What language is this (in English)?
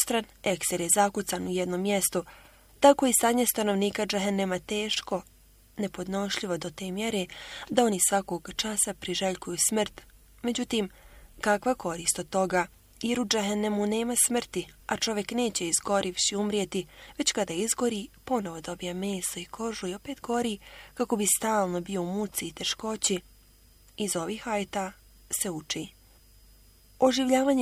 Bosnian